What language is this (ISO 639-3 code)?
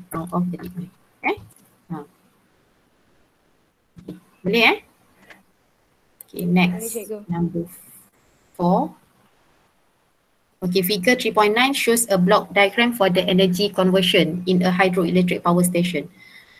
msa